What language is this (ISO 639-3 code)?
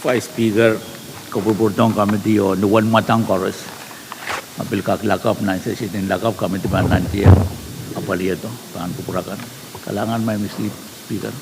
pon